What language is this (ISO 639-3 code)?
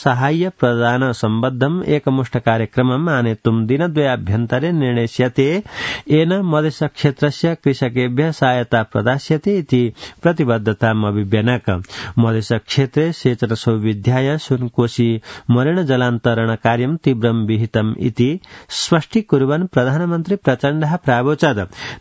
san